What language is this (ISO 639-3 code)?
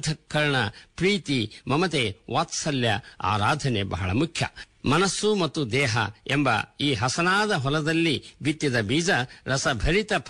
kan